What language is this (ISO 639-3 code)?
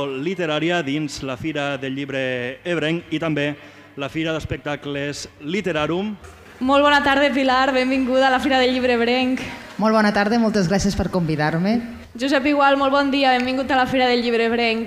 cat